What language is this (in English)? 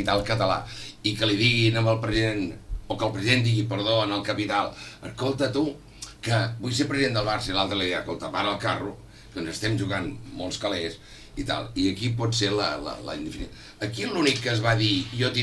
Catalan